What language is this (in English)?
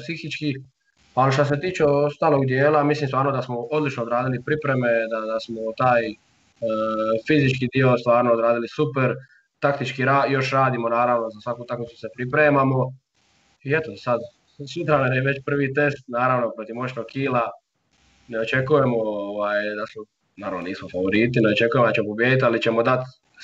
Croatian